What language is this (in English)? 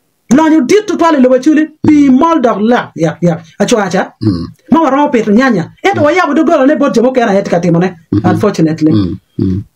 Acoli